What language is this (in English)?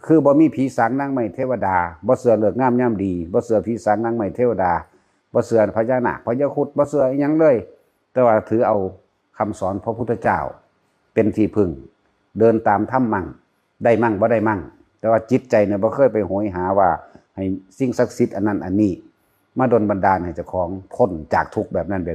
Northeastern Thai